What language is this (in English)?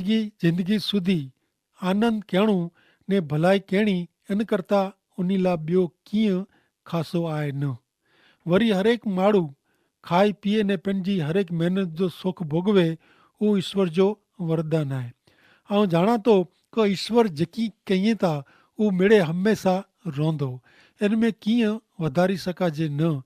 Kachhi